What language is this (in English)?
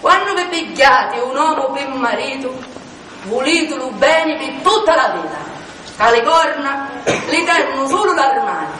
Sicilian